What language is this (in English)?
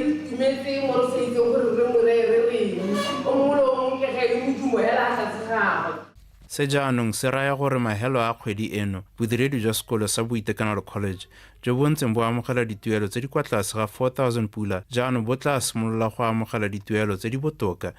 Tswana